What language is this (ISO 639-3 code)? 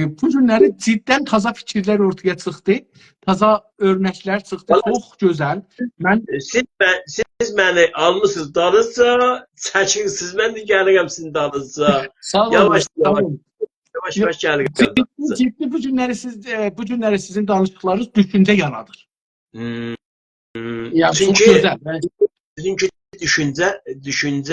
azb